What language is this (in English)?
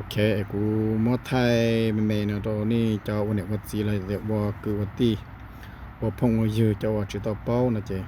Hmong